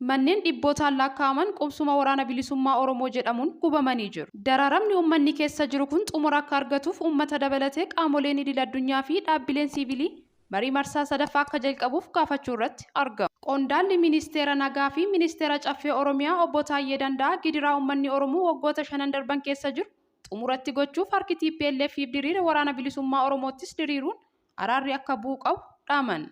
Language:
Oromo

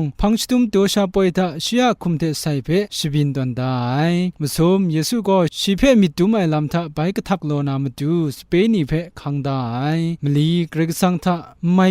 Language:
Kachin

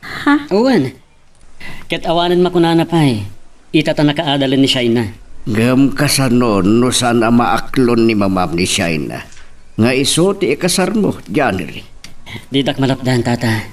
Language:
Iloko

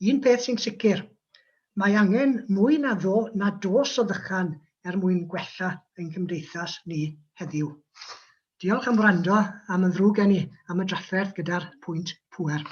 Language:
Welsh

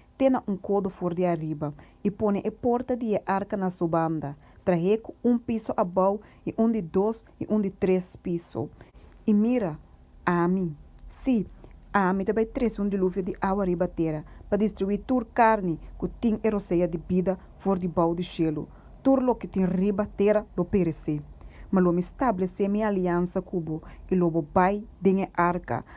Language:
Papiamento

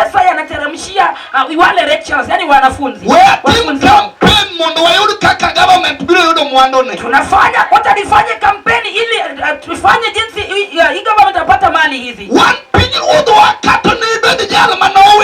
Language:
Luo (Kenya and Tanzania)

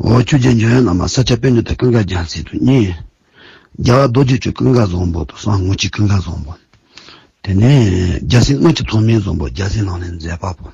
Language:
Tibetan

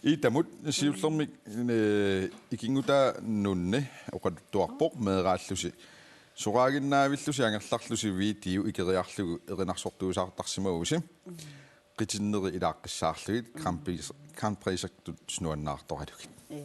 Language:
Kalaallisut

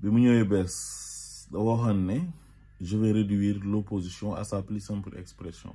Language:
Wolof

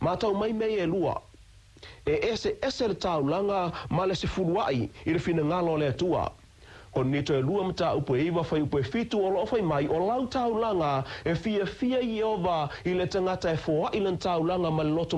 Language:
Samoan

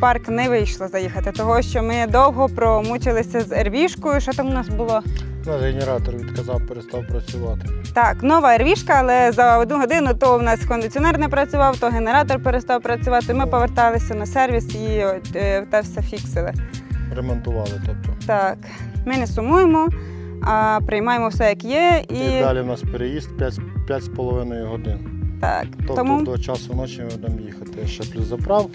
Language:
Ukrainian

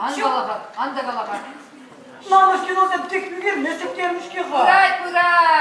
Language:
Chuvash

